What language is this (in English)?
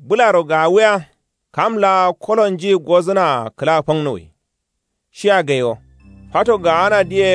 Kanuri